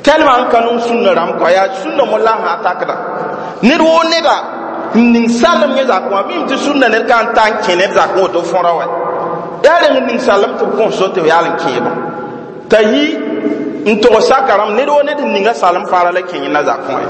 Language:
Mossi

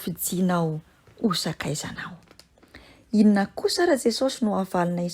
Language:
Malagasy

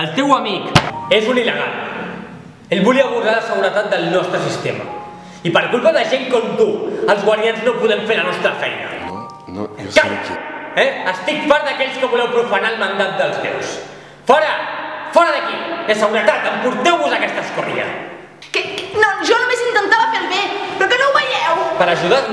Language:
Catalan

